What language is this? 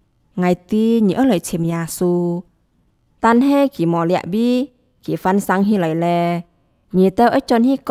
Hakka Chinese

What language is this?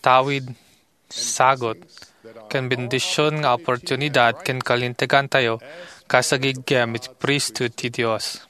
Iloko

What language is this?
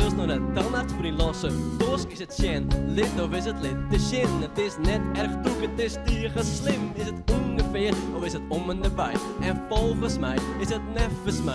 Western Frisian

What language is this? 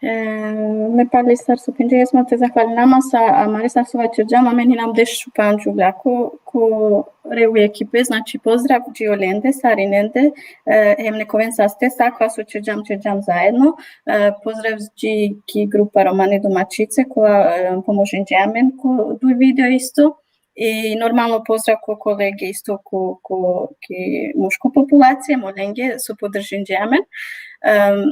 Balkan Romani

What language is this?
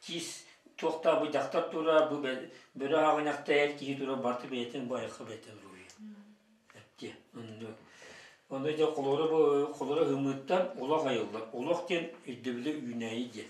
Yakut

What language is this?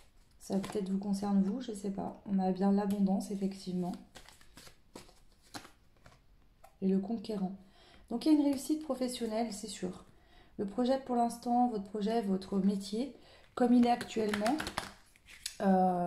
French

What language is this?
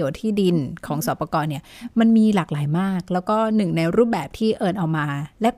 Thai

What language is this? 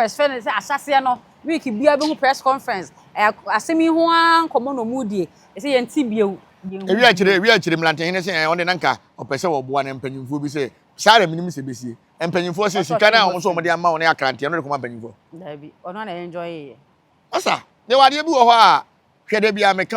Akan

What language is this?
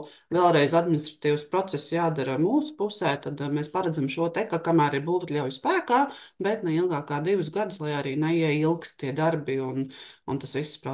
Latvian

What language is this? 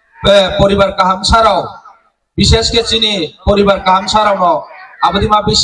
Riang (India)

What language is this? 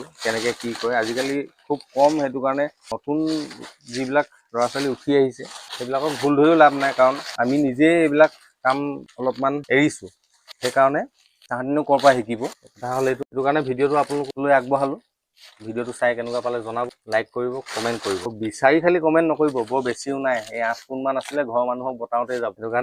Assamese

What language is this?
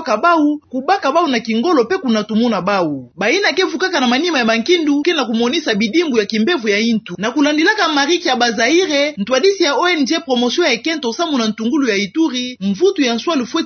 Kituba (Democratic Republic of Congo)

